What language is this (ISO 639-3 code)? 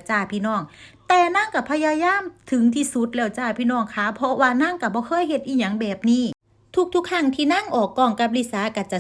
lao